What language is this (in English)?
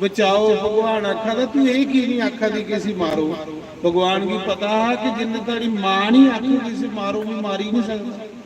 Dogri